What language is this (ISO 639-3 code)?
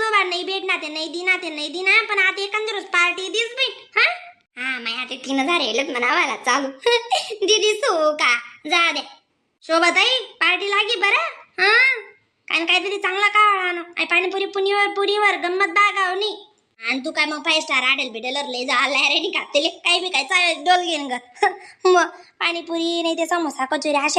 khn